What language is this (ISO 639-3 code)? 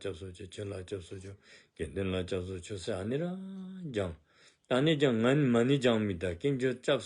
dzo